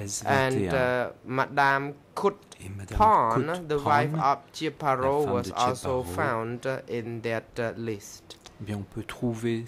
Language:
French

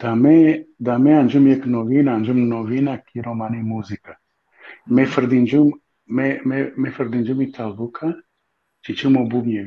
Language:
Balkan Romani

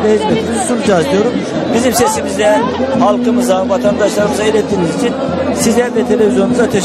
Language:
Turkish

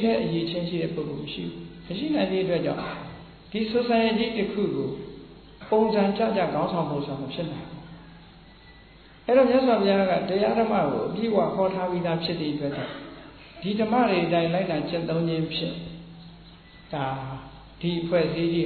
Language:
Burmese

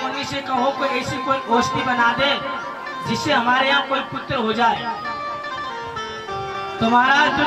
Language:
Hindi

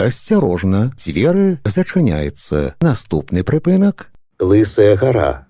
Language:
Belarusian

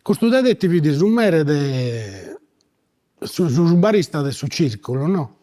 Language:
Sardinian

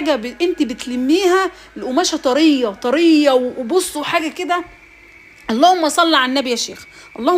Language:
Egyptian Arabic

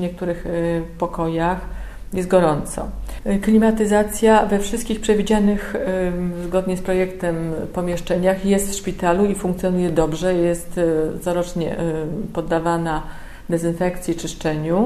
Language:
Polish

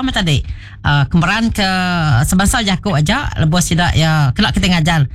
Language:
Iban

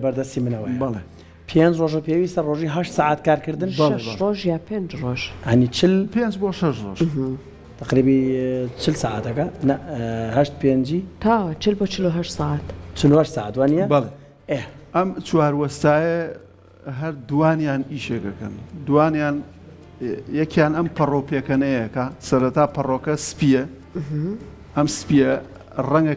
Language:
Central Kurdish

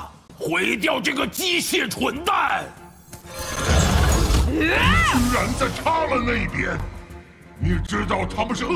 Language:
Chinese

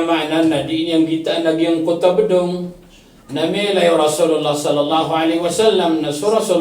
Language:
Maranao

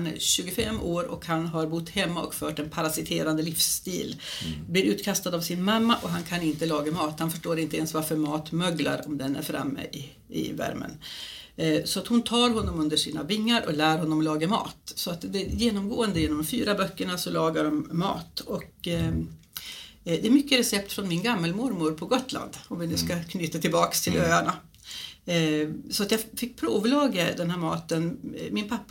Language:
Swedish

